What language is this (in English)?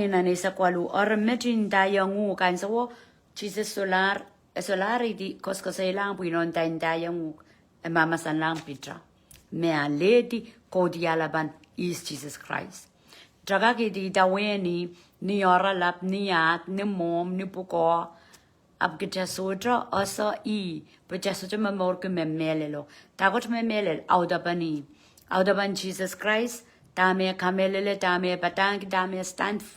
Pohnpeian